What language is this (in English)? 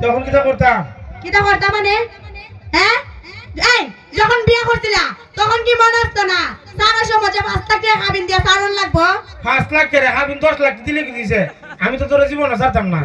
Sylheti